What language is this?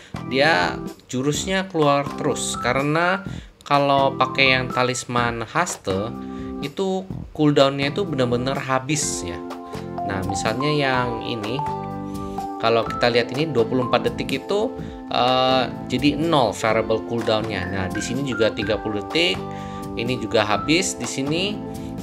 Indonesian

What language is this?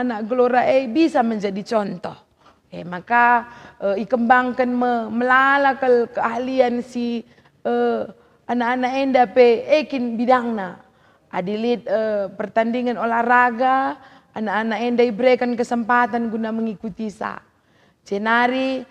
Batak Karo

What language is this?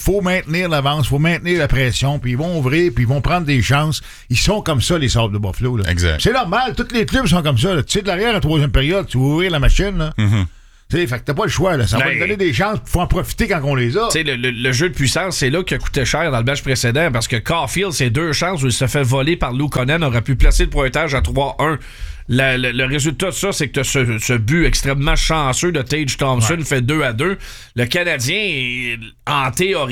French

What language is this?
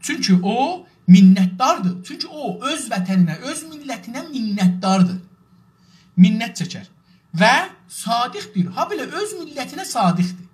South Azerbaijani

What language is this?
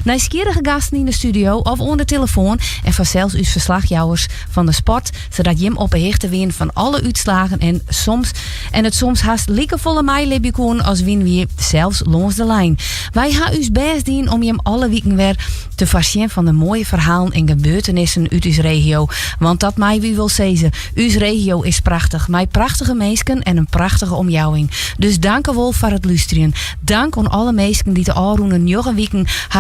Western Frisian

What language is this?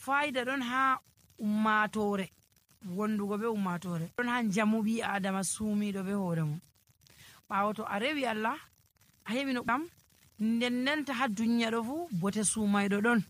Nigerian Fulfulde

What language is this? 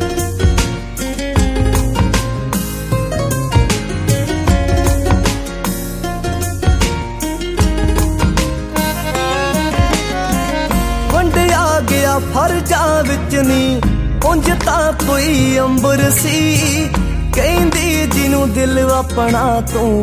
Punjabi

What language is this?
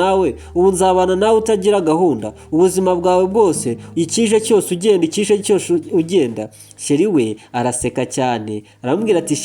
Kinyarwanda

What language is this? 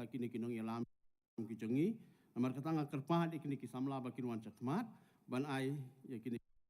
Khasi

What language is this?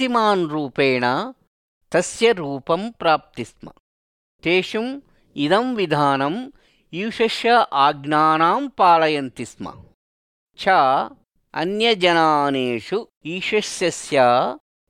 Sanskrit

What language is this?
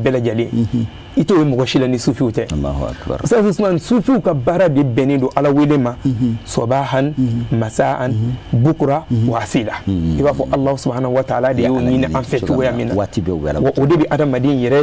Bambara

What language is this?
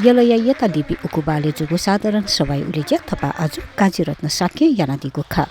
Newari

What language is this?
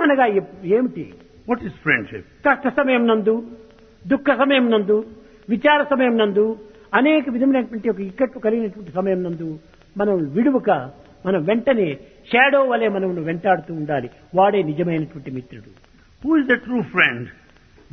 Telugu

